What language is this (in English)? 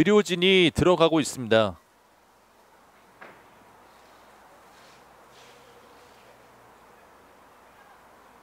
Korean